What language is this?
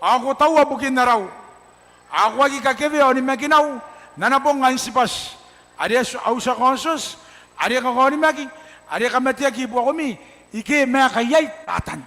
Gilbertese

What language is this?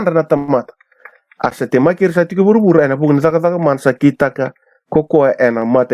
Fijian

